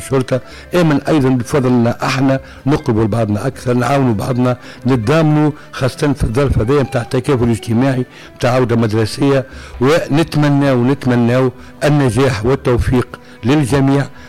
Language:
Tunisian Arabic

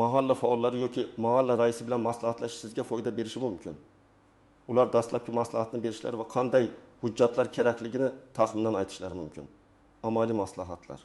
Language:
Uzbek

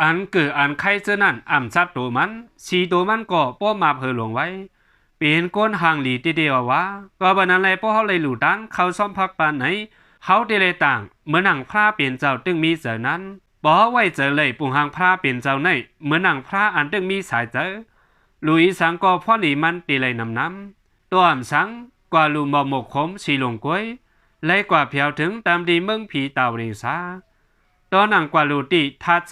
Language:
Shan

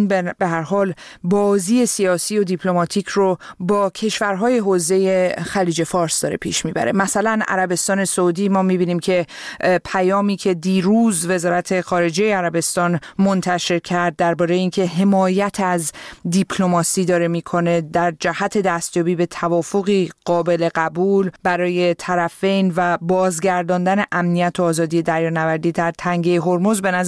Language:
Persian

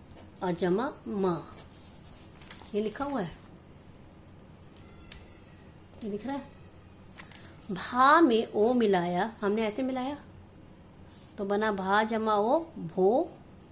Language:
Hindi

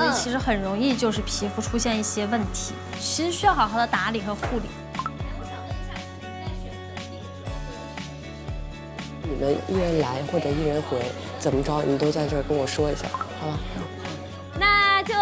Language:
Chinese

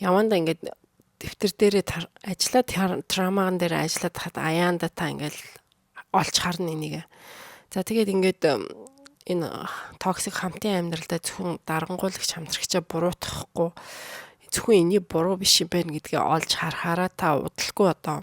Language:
Mongolian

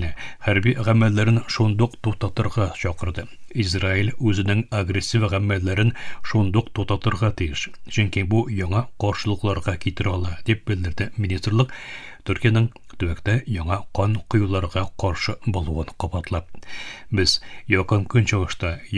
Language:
Tatar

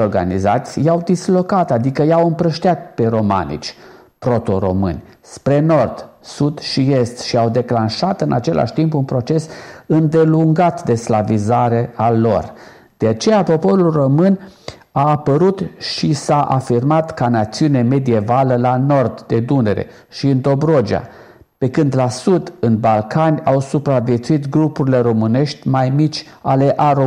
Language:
Romanian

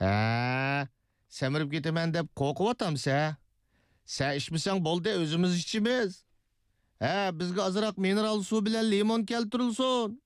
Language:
Uyghur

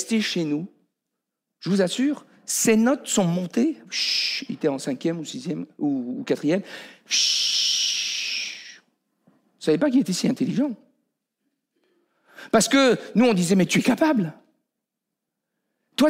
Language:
French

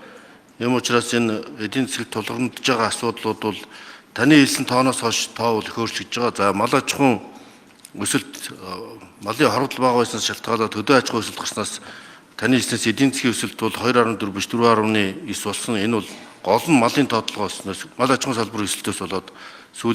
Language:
Mongolian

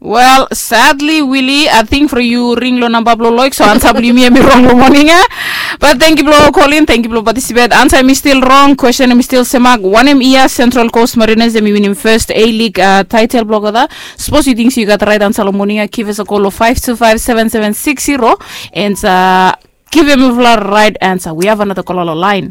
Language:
Bislama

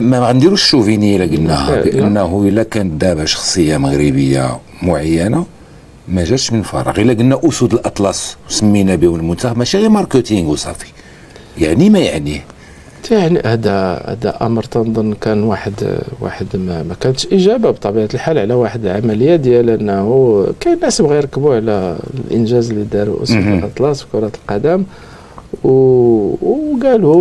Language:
Moroccan Arabic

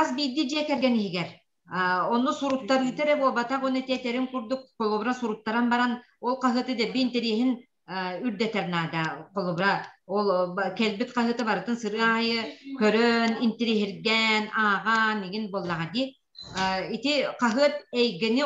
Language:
Yakut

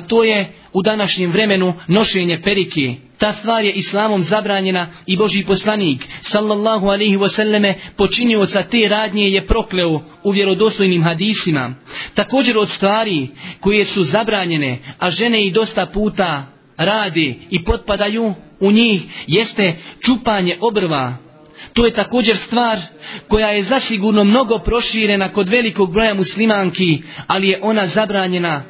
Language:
Bosnian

